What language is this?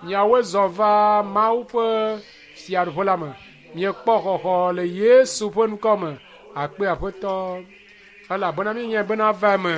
Ewe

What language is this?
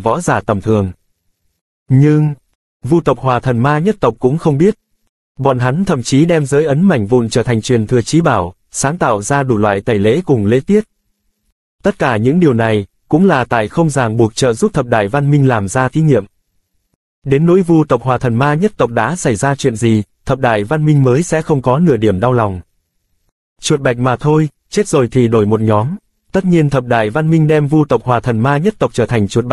Vietnamese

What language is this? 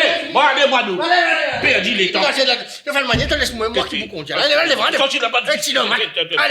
Morisyen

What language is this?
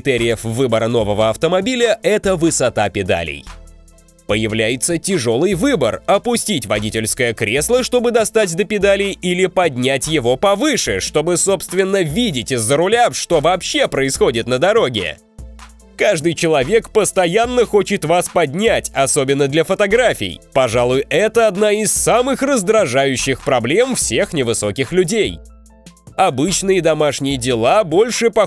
Russian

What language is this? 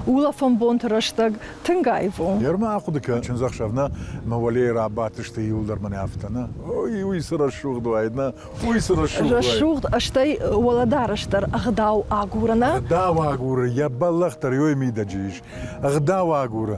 Ossetic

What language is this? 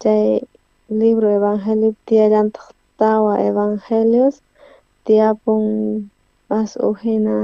South Bolivian Quechua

